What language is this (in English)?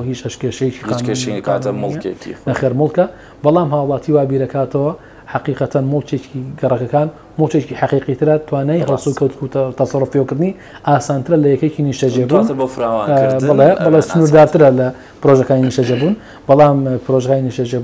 Central Kurdish